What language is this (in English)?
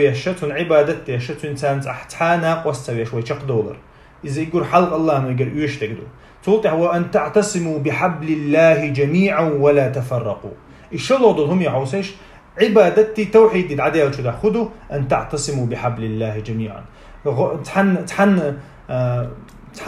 Chechen